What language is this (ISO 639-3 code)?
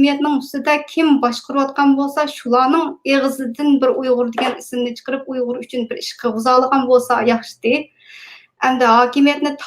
uig